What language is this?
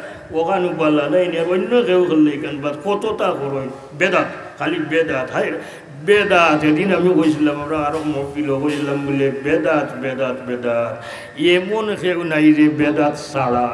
Sylheti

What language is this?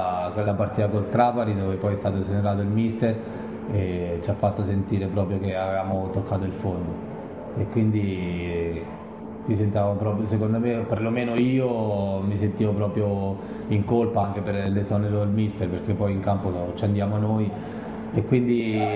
Italian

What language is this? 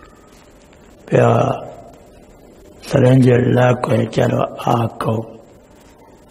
Burmese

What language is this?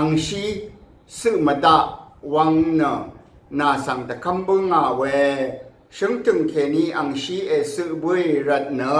Rawang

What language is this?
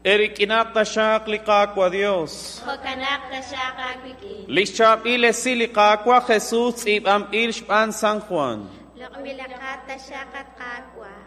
Kekchí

